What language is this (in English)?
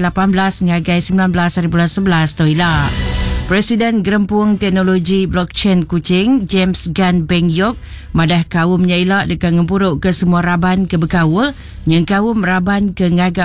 Iban